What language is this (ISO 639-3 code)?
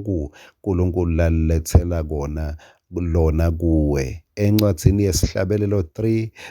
ssw